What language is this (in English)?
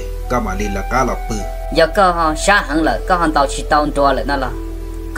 Hmong